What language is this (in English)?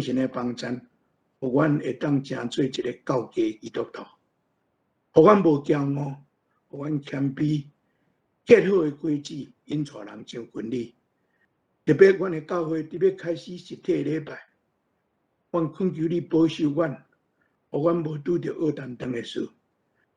Min Nan Chinese